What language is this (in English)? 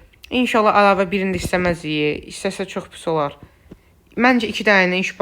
Azerbaijani